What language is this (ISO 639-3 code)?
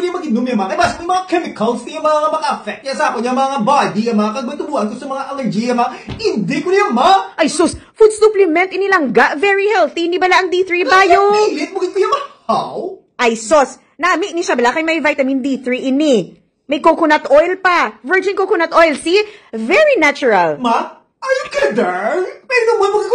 hil